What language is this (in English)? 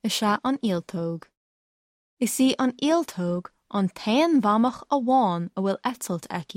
Irish